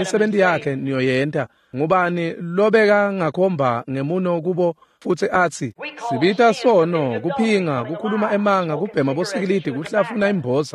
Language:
Swati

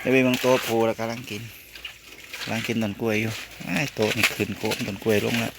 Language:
Northeastern Thai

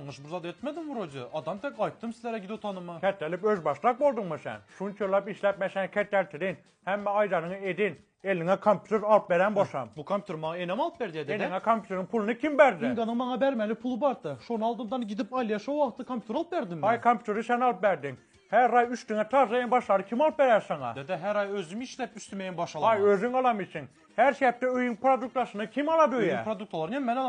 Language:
Turkmen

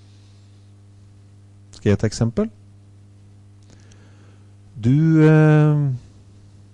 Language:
Norwegian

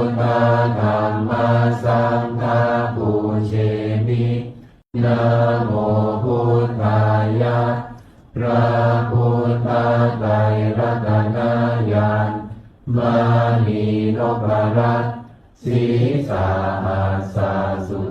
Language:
Pali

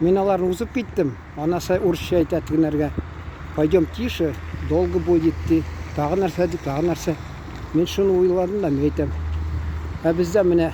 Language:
Tatar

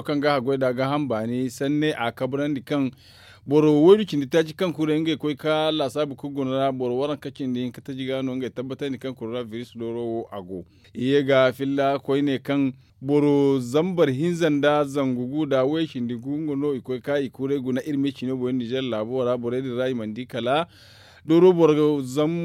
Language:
Zarma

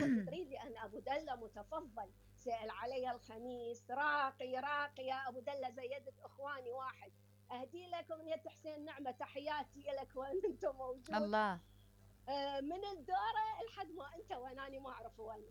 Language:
Mesopotamian Arabic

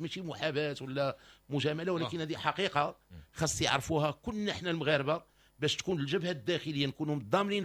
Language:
Moroccan Arabic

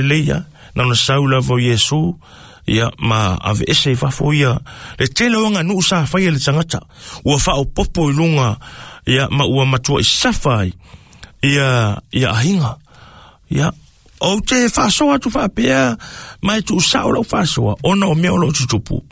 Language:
Samoan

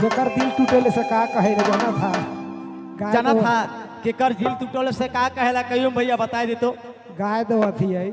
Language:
Sadri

